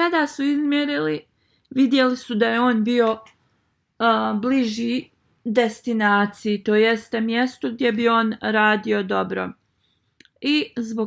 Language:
Bosnian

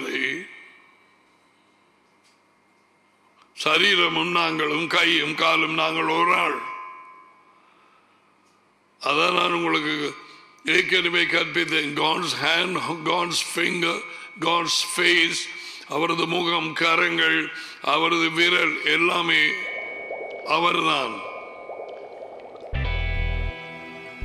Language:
Tamil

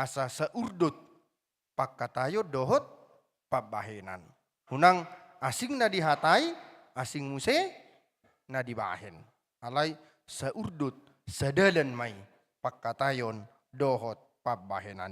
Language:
Batak Toba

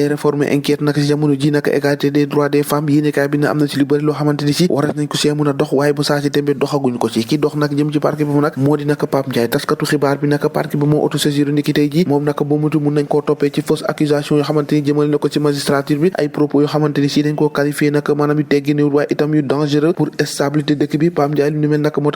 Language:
Wolof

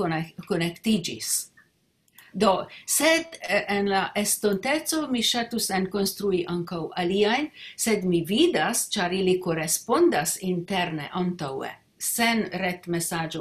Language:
Esperanto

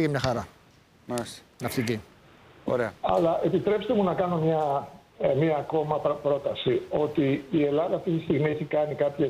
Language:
Greek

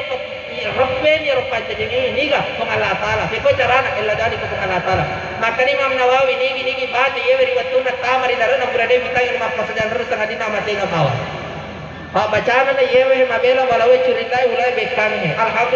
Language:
Buginese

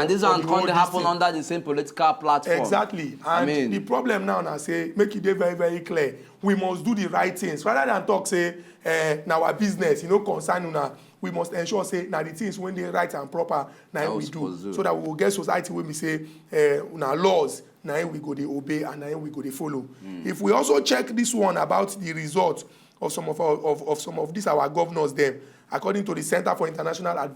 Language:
Nigerian Pidgin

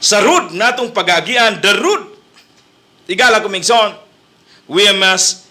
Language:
Cebuano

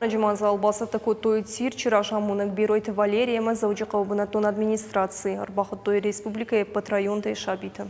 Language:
Ossetic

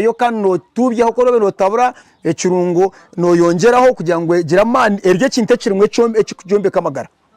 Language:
Nyankole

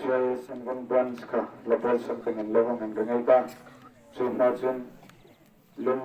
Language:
Hmar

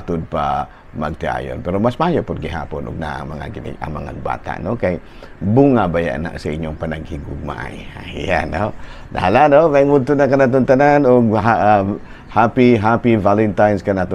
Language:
Cebuano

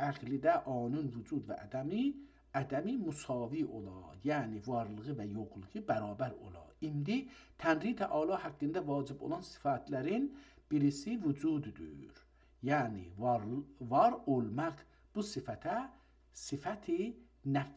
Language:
South Azerbaijani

